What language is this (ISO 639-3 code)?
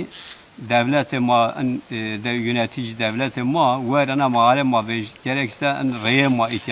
zza